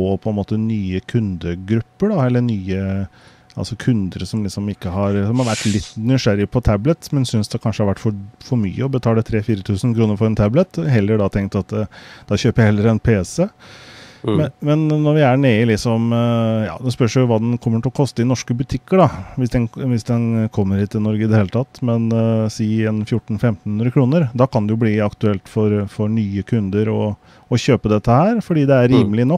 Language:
Norwegian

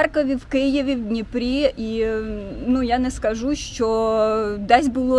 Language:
Ukrainian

